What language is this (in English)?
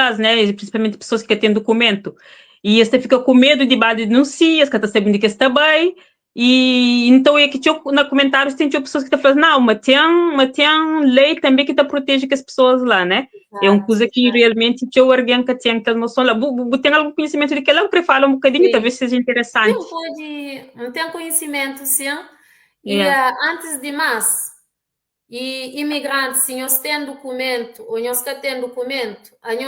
Kabuverdianu